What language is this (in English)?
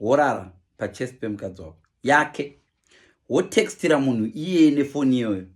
Shona